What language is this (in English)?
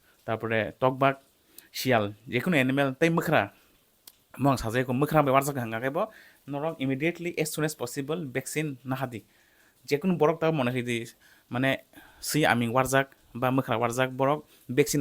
Kok Borok